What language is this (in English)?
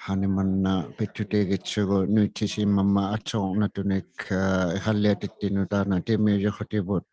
Inuktitut